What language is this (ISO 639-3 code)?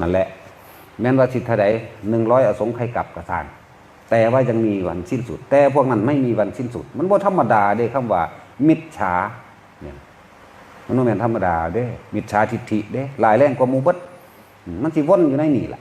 tts